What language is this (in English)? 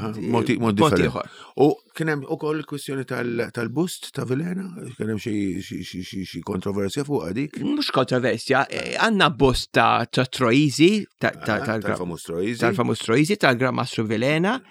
Maltese